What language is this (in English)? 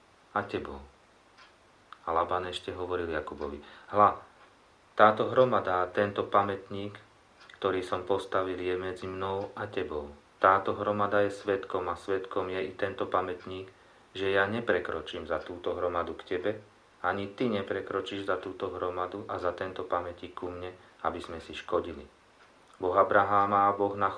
Slovak